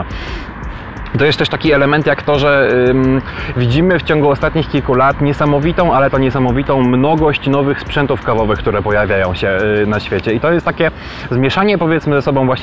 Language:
Polish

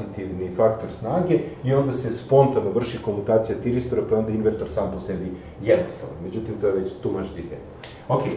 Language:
Serbian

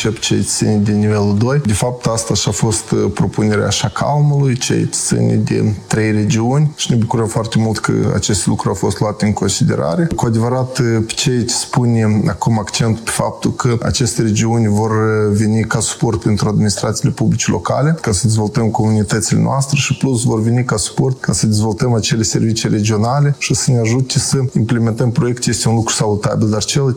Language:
Romanian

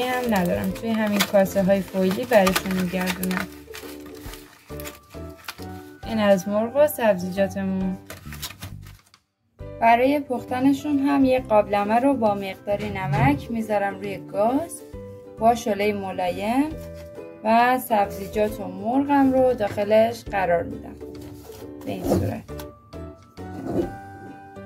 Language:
Persian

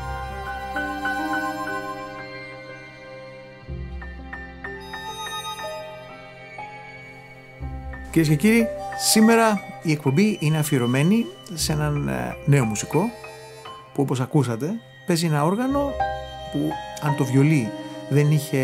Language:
Greek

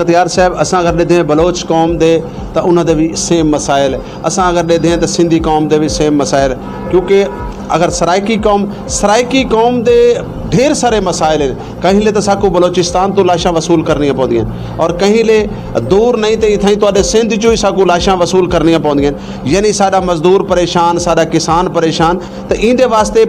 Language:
Saraiki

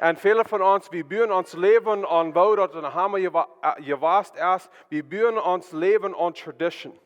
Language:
Plautdietsch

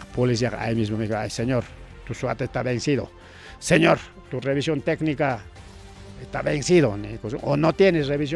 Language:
Ayacucho Quechua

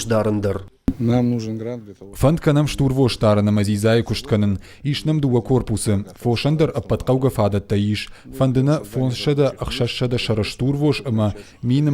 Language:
Ossetic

